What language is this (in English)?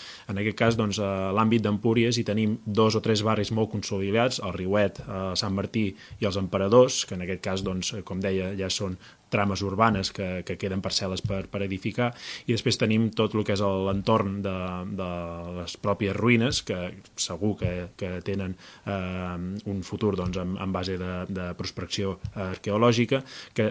Catalan